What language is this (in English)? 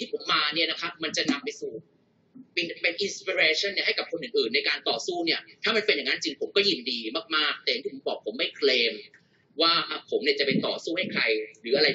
Thai